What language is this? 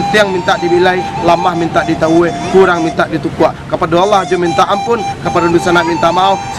Minangkabau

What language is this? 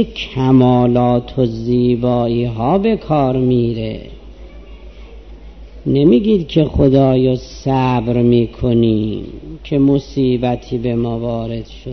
Persian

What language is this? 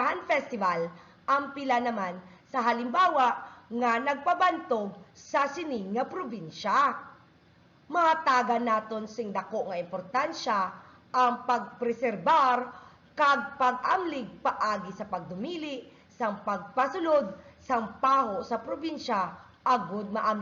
Hiligaynon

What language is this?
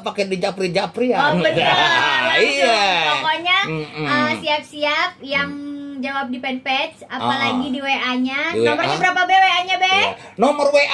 Betawi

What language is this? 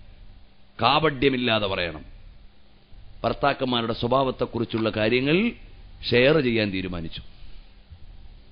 Malayalam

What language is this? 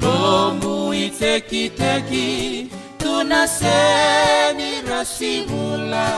Fijian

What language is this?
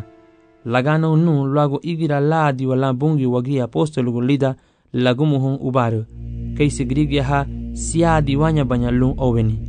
Garifuna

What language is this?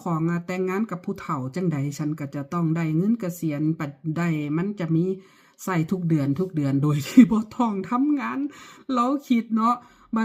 Lao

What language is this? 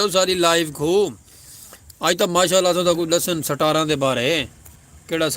Saraiki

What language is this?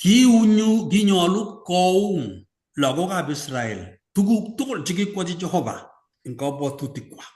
Kalenjin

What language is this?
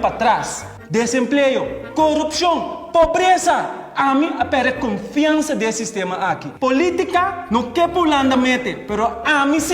Papiamento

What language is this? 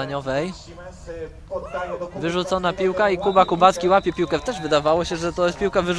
Polish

